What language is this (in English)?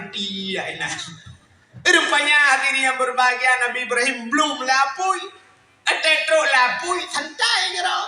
Achinese